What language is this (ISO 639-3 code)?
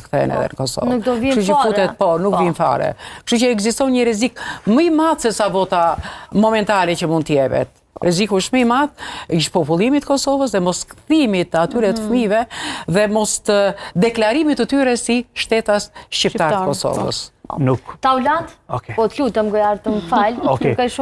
sqi